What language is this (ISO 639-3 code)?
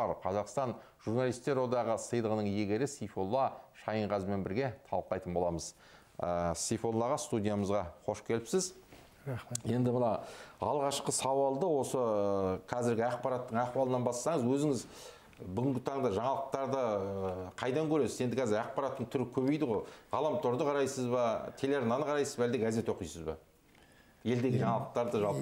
kaz